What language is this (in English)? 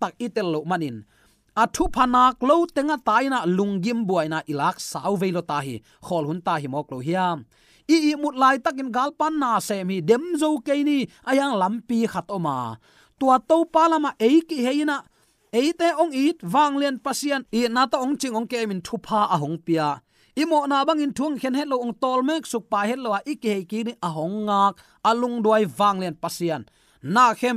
Tedim Chin